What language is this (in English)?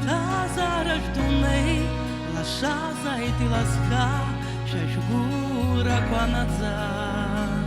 Abkhazian